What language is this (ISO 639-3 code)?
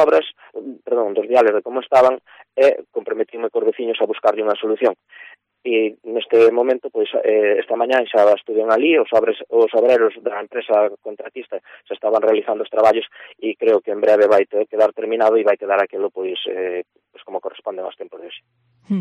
glg